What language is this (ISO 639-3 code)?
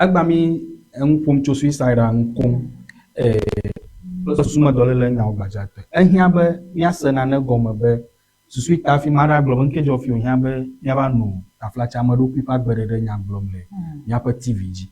ewe